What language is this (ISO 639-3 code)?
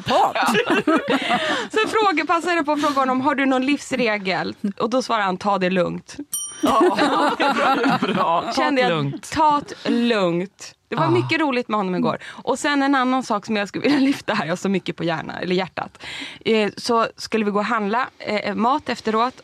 swe